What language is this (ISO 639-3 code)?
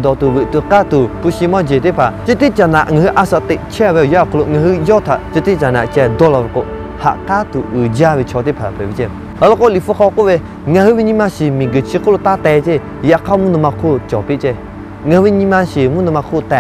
lhu